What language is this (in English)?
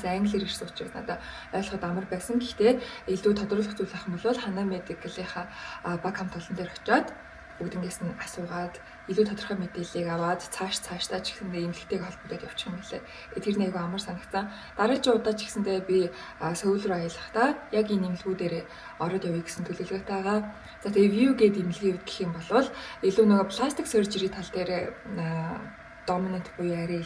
Mongolian